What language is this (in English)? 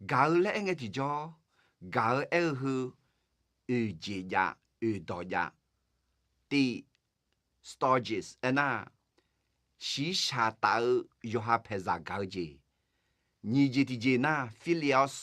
Akha